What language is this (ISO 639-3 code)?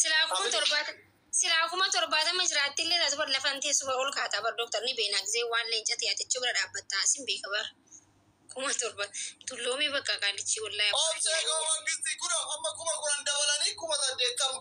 orm